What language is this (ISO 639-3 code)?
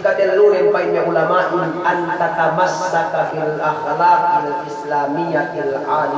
yka